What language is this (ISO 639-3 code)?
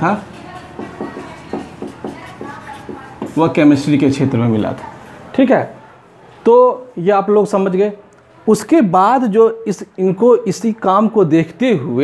hin